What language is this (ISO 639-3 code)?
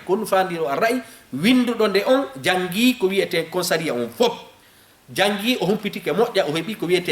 ful